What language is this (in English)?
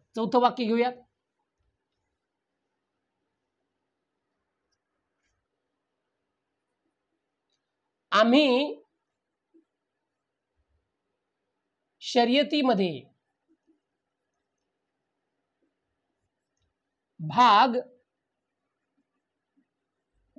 Marathi